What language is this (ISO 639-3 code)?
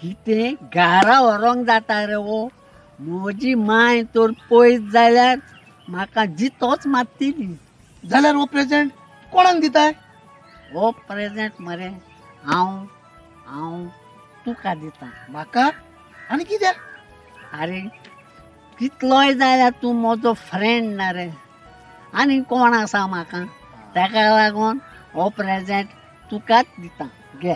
kok